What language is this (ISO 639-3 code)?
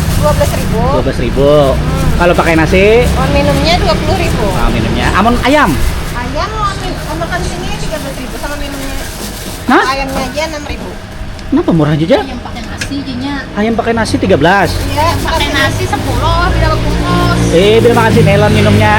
bjn